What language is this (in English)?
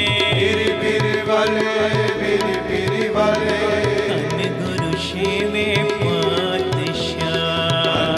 Punjabi